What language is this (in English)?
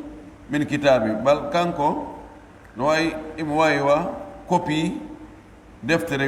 Pular